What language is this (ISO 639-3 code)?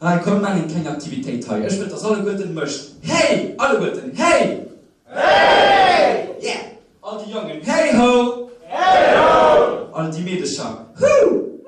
ltz